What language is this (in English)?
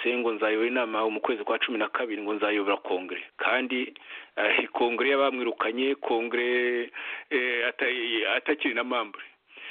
Kinyarwanda